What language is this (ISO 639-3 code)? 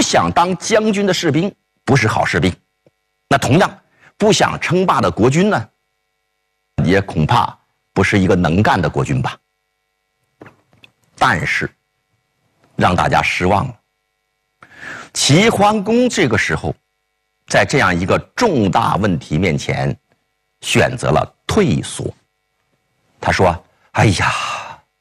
zho